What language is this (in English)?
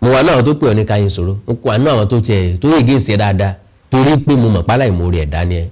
Yoruba